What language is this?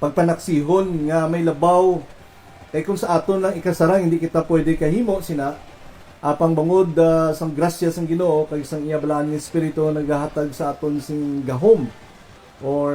Hiligaynon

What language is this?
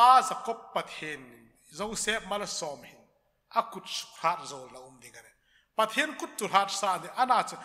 Hmar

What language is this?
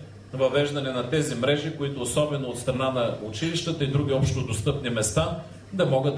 Bulgarian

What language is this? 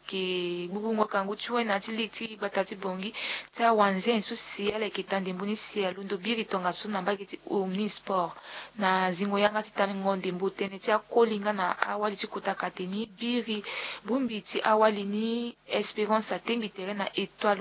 Sango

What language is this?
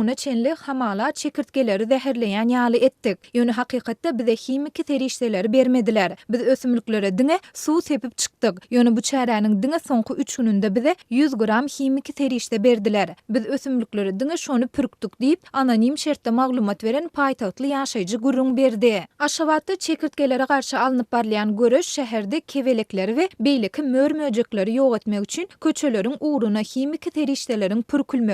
Turkmen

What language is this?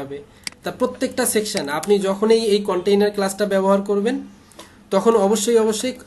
Bangla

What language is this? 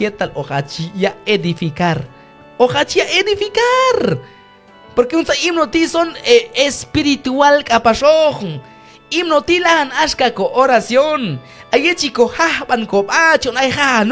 Q'anjob'al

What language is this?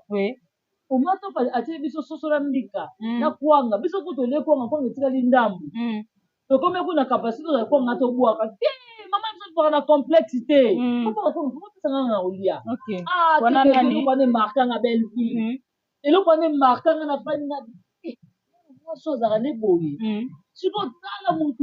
Lingala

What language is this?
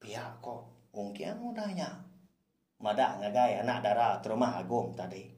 Iban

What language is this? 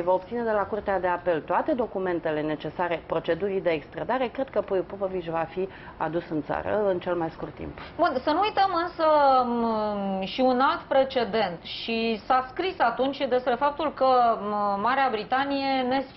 Romanian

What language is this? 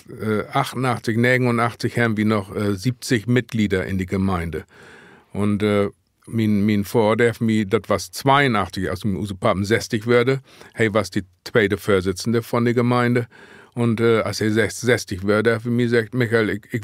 Low German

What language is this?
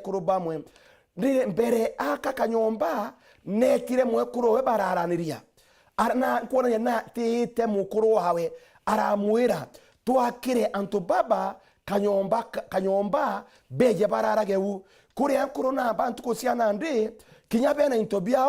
Meru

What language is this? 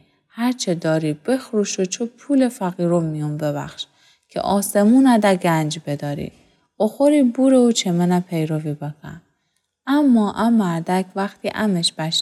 Gilaki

